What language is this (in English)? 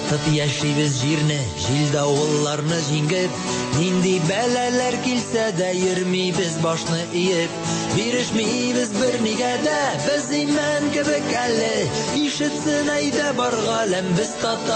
Tatar